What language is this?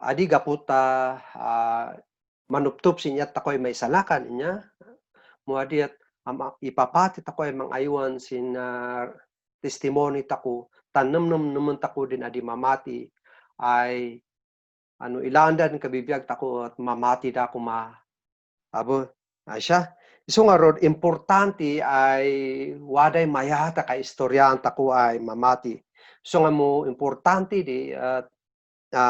Kankanaey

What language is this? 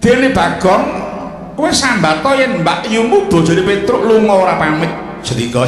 Javanese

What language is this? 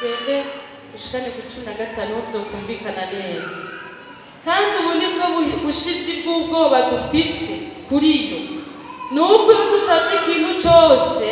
Rundi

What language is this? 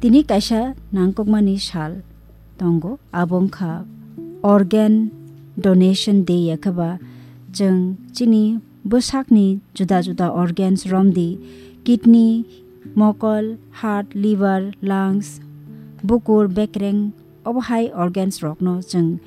Kok Borok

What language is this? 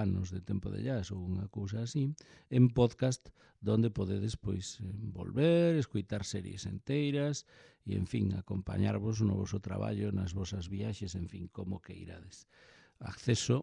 Galician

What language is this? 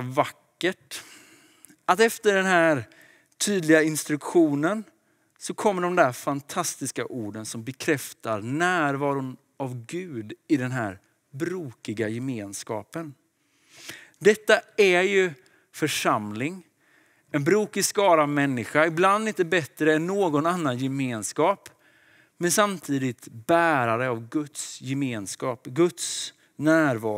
Swedish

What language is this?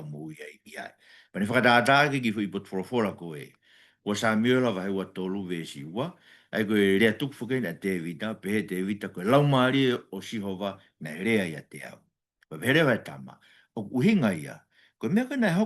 Tongan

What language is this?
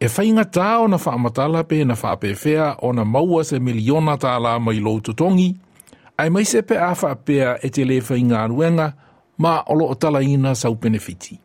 Samoan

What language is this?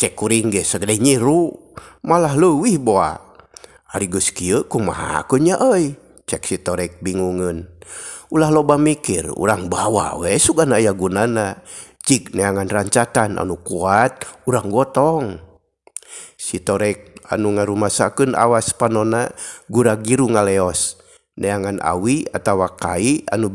Sundanese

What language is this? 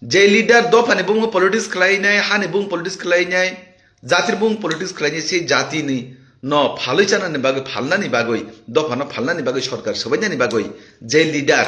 Kok Borok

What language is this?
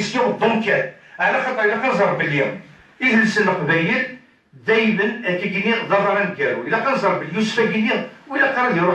Kabyle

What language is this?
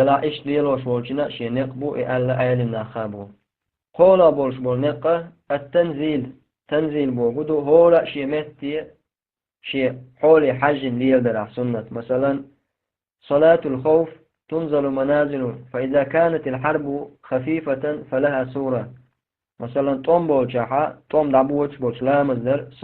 Chechen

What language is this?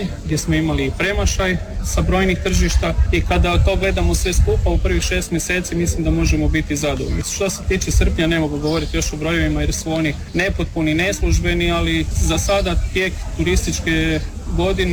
Croatian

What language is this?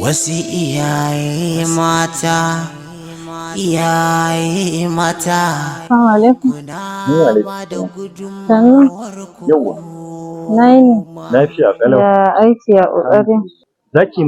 Hausa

